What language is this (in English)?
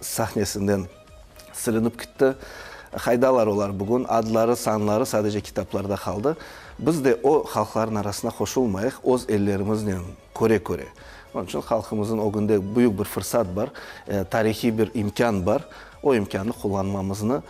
Crimean Tatar